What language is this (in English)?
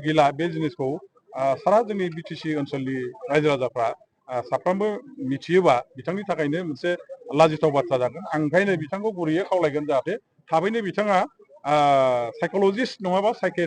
Bodo